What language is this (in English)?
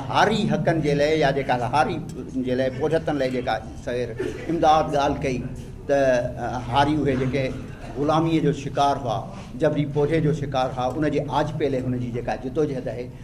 Sindhi